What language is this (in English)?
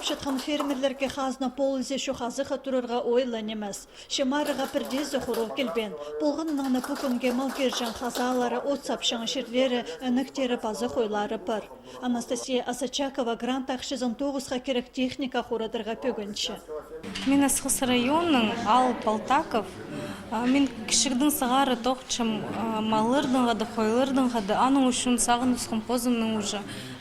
Khakas